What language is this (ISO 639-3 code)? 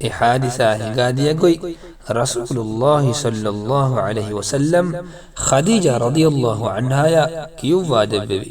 div